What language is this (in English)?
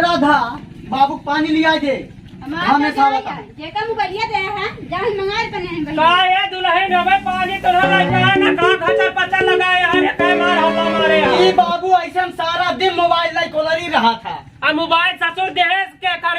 Awadhi